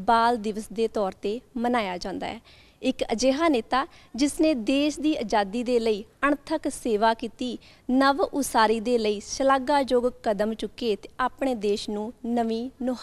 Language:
Punjabi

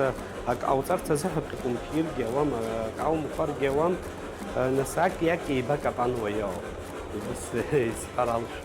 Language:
Abkhazian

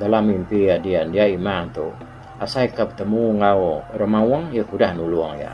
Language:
Iban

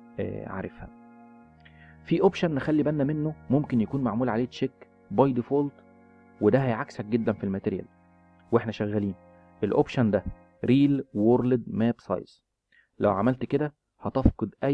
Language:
Egyptian Arabic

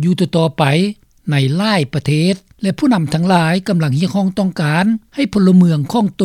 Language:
Lao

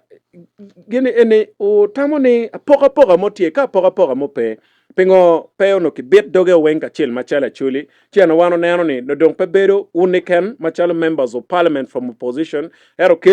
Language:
Acoli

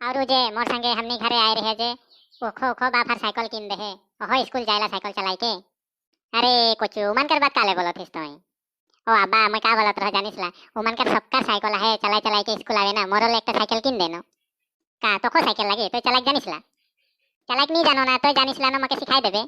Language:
Sadri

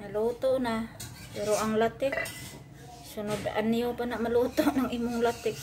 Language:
Cebuano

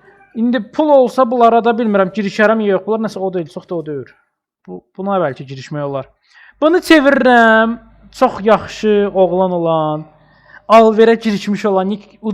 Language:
Azerbaijani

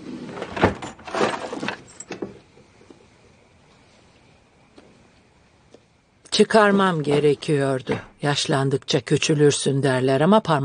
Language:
Turkish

